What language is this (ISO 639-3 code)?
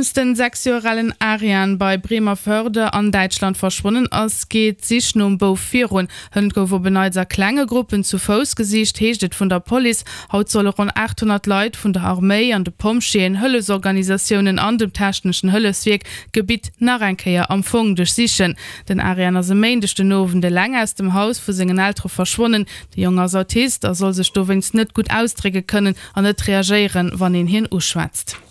ltz